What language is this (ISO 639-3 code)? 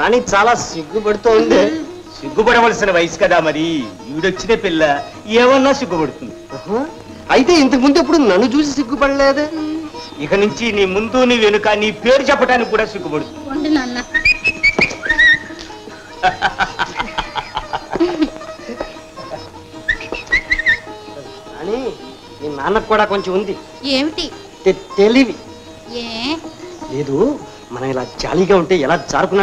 tel